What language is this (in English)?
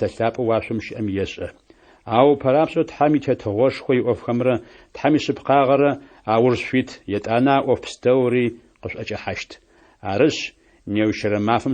Adyghe